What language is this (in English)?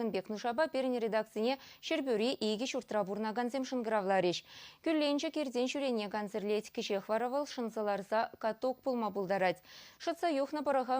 Chuvash